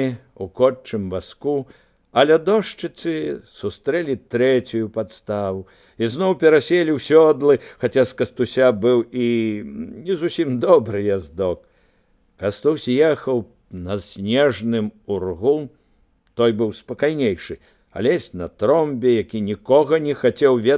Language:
Belarusian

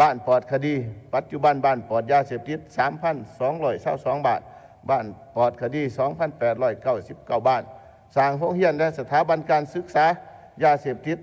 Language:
Lao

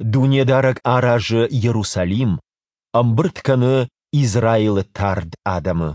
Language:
Ossetic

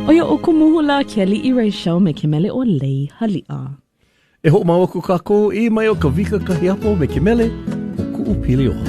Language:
Hawaiian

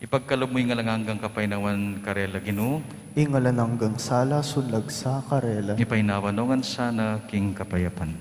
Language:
Pampanga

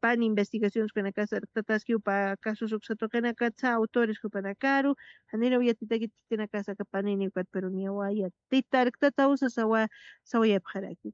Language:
Aymara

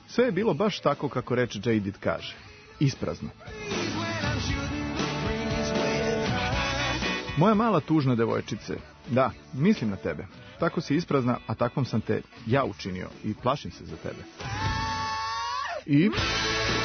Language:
Serbian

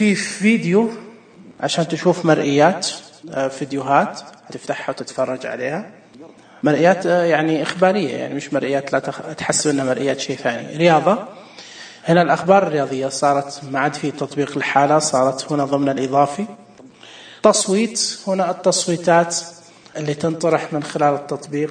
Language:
Najdi Arabic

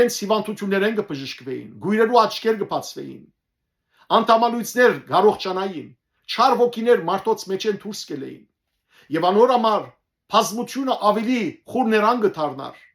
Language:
Western Armenian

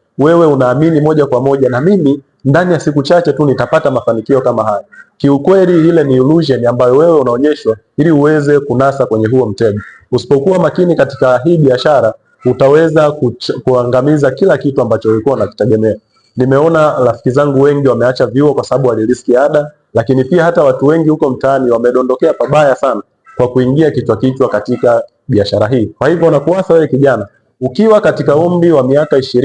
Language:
Swahili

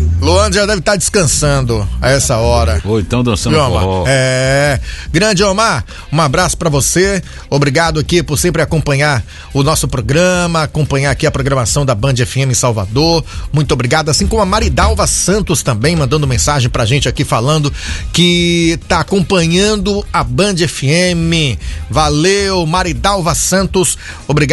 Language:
Portuguese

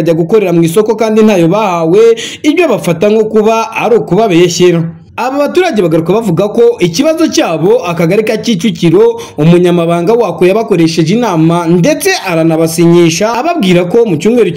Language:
Kinyarwanda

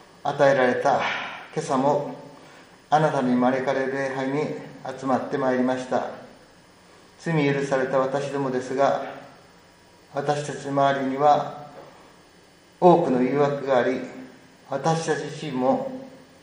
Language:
Japanese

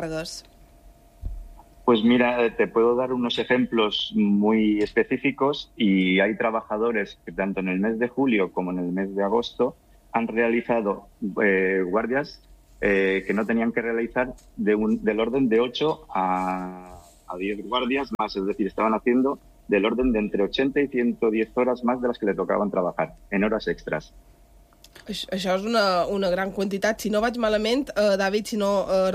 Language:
Catalan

